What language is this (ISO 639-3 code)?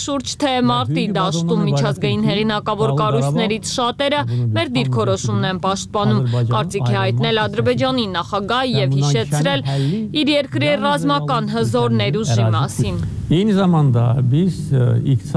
hye